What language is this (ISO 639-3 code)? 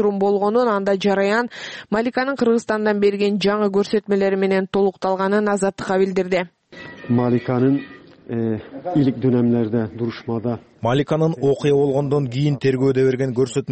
kir